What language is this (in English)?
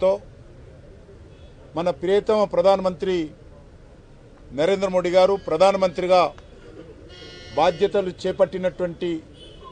Telugu